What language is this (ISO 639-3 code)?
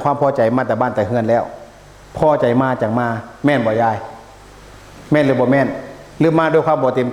tts